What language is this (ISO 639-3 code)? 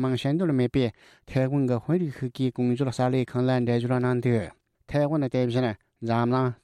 bod